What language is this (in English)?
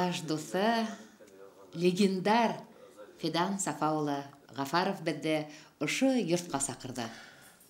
Bashkir